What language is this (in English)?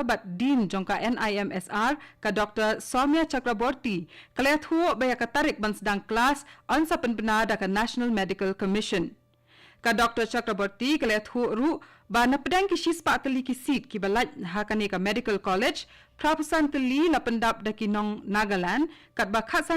Khasi